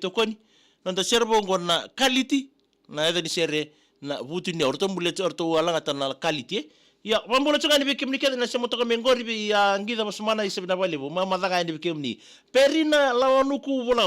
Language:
Fijian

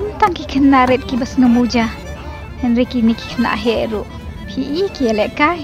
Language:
Khasi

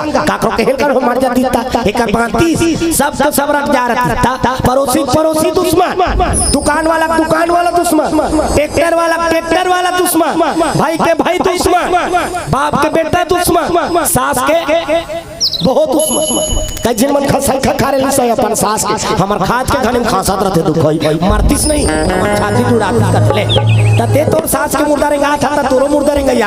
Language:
Chhattisgarhi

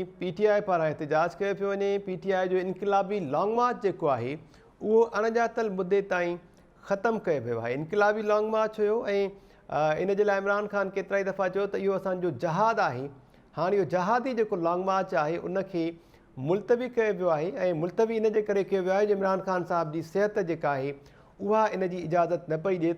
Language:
Sindhi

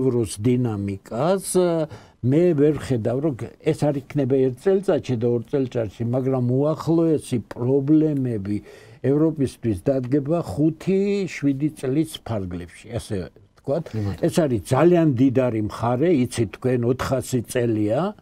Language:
Georgian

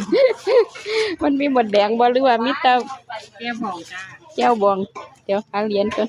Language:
Northeastern Thai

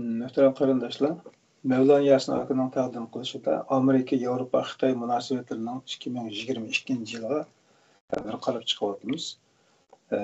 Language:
Uyghur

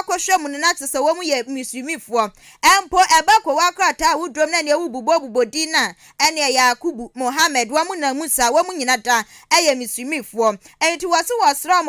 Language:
Akan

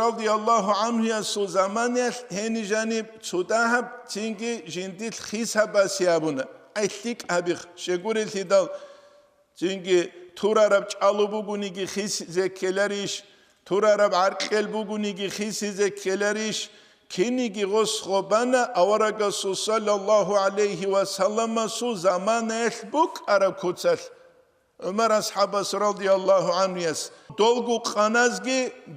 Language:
Avaric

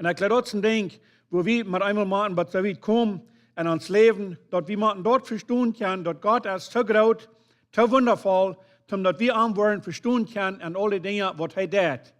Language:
Plautdietsch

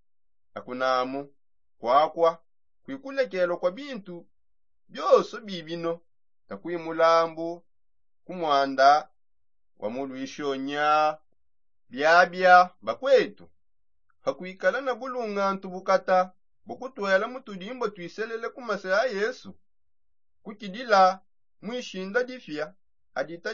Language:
Songe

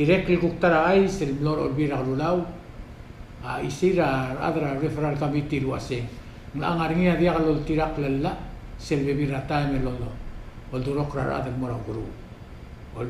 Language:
Palauan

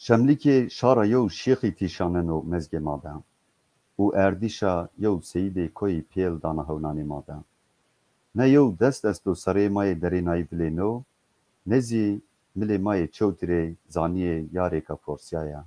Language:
Zaza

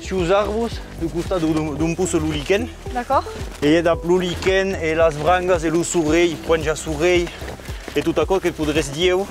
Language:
Occitan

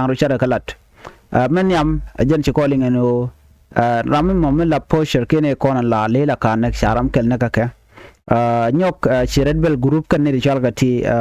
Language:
Nuer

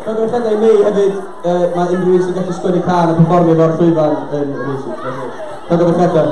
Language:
Welsh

